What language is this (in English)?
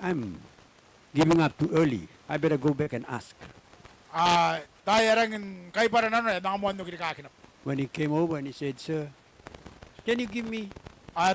Gilbertese